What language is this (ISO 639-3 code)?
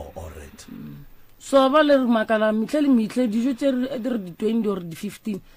nso